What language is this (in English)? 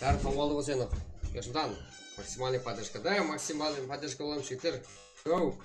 Kara-Kalpak